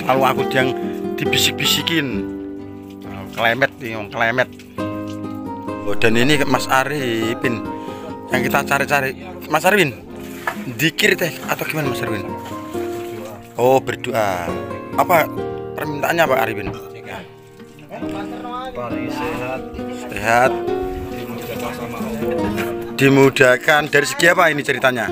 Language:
Indonesian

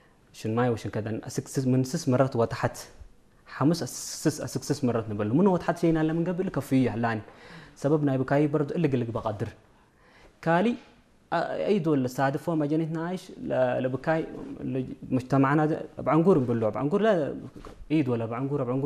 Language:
Tigrinya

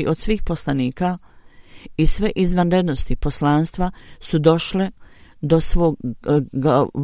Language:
Bosnian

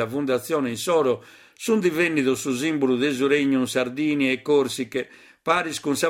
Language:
Sardinian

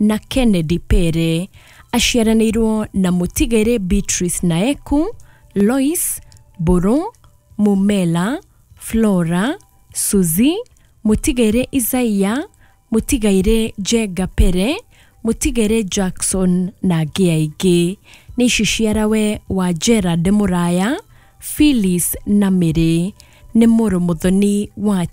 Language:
Kikuyu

